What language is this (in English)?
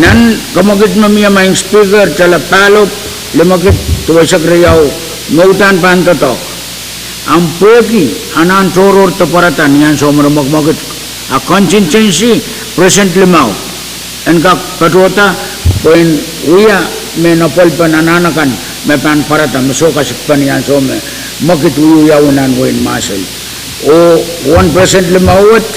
Pohnpeian